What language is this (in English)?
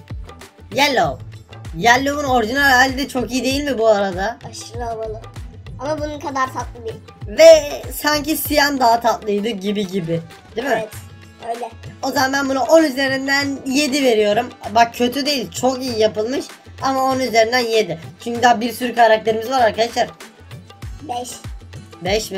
Turkish